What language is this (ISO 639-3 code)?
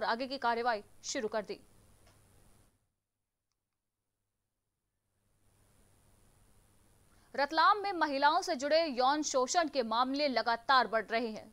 hin